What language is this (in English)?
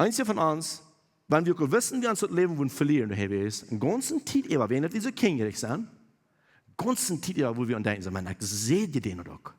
Plautdietsch